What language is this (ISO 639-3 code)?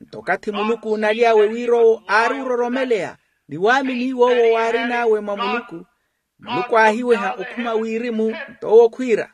vmw